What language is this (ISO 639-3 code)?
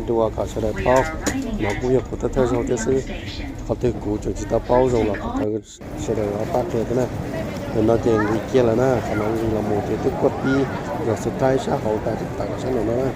hmn